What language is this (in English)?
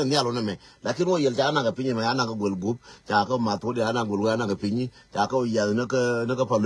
Nuer